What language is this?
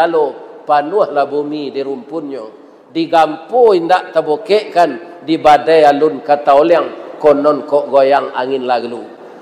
Minangkabau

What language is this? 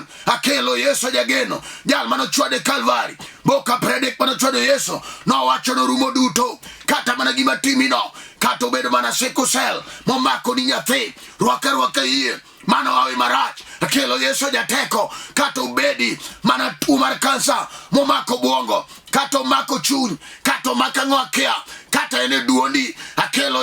Luo (Kenya and Tanzania)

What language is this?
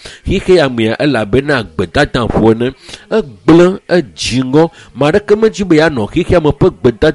Ewe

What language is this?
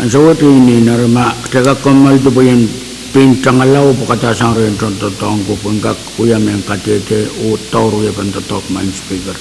Pohnpeian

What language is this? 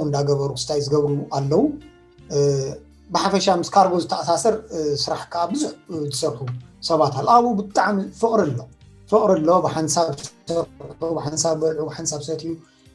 Tigrinya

